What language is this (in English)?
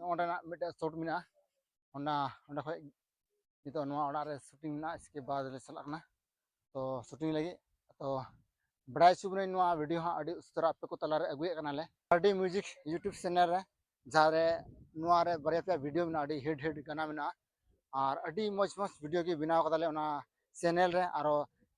Santali